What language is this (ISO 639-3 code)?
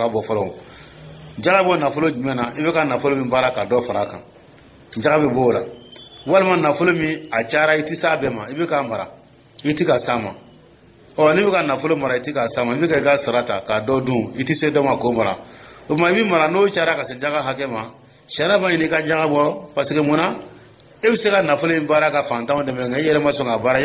dyu